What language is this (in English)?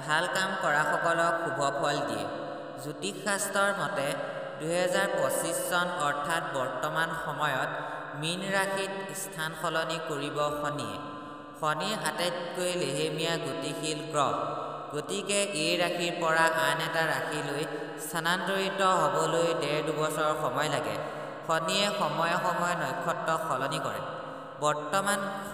Assamese